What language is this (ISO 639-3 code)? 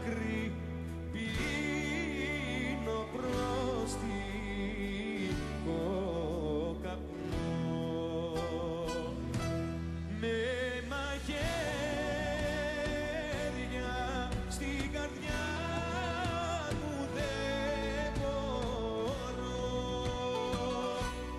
ell